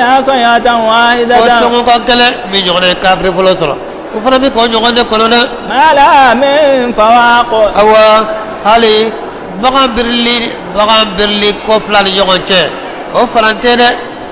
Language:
Bambara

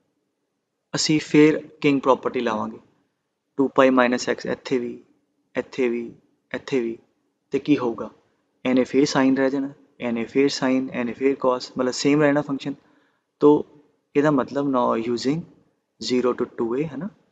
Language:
Punjabi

